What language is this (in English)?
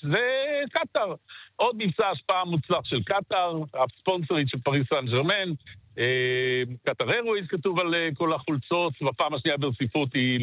Hebrew